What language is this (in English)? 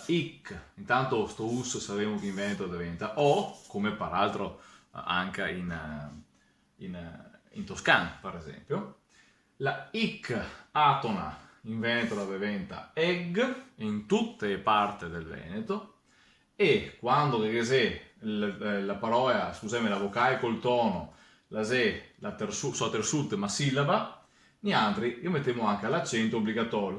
Venetian